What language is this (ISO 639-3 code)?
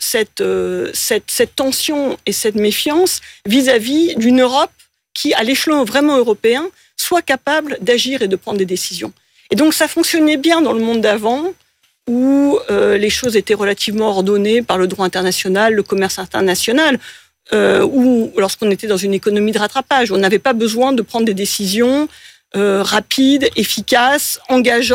fra